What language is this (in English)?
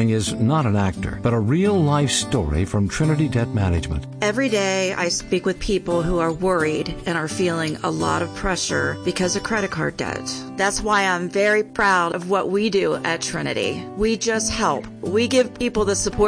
English